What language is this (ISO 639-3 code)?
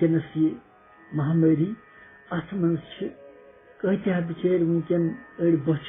kas